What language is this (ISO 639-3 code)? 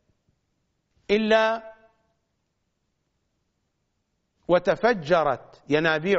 ara